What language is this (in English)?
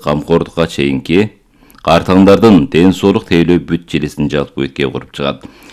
Kyrgyz